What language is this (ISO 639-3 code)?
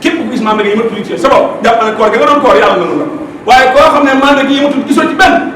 wol